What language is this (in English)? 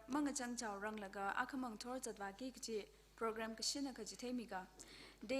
Tangkhul Naga (India)